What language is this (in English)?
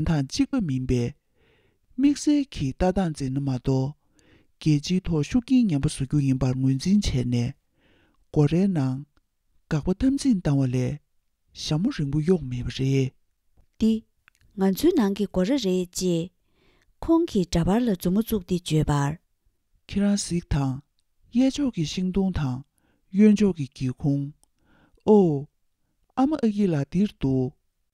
Tibetan